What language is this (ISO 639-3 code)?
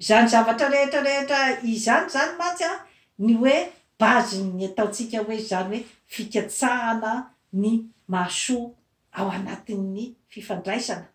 mlg